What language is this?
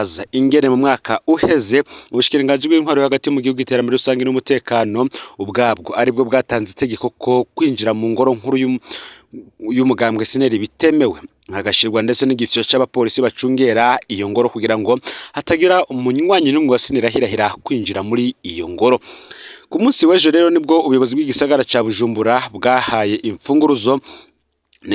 Rundi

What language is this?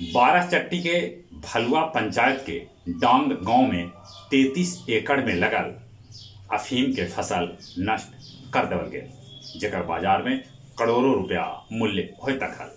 Magahi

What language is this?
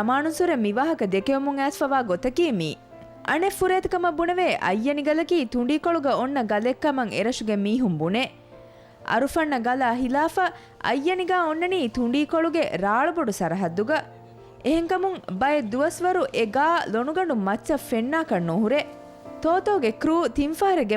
Divehi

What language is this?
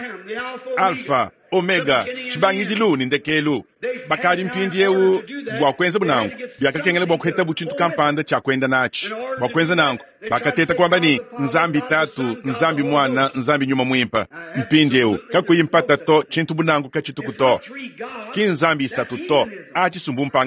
Luba-Lulua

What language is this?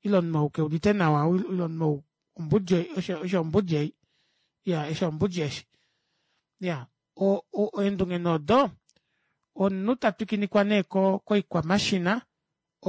Kuanyama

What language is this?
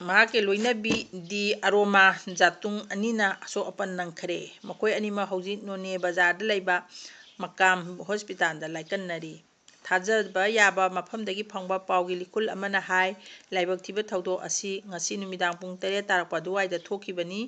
Manipuri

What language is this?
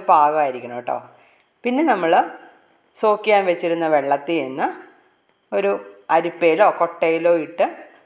Malayalam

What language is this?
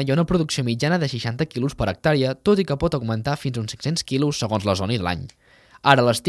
Catalan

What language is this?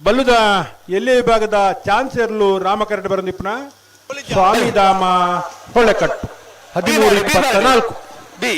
Tulu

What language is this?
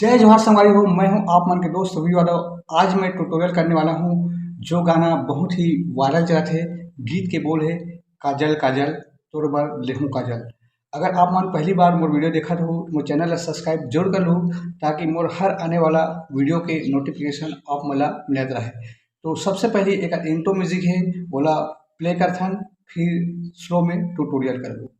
Chhattisgarhi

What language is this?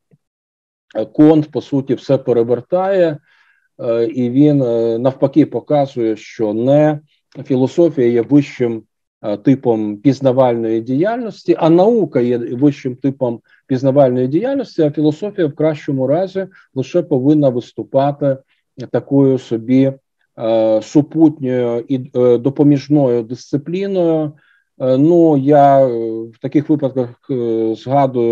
Ukrainian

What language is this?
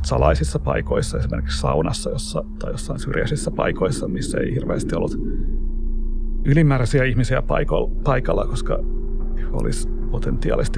Finnish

